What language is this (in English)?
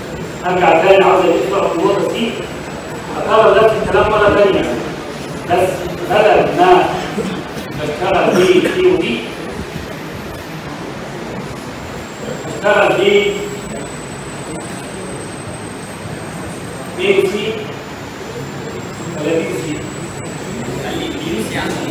Egyptian Arabic